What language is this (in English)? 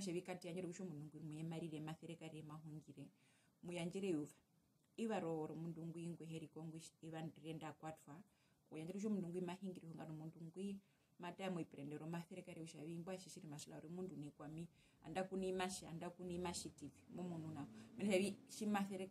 Herero